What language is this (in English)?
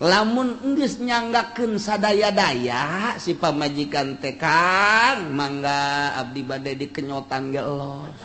Sundanese